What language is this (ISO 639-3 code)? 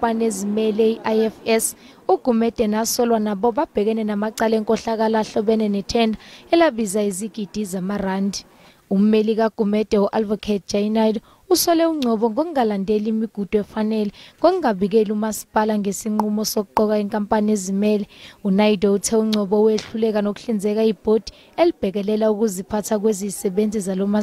zul